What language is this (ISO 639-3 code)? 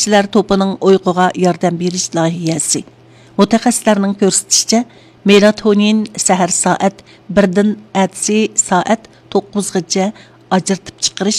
uig